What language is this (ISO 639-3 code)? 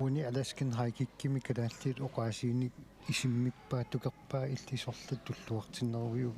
kal